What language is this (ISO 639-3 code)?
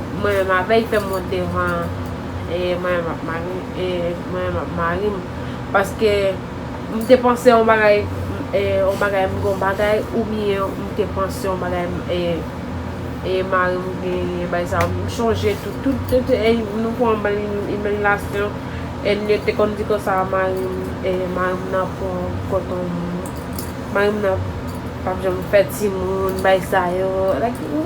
hat